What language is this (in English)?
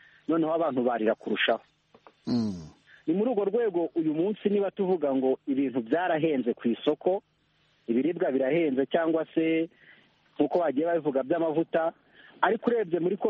Kinyarwanda